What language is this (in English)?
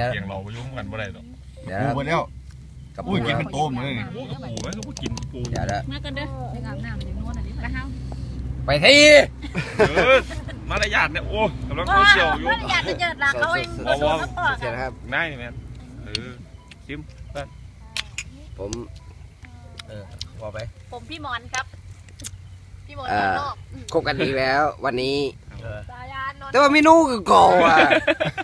Thai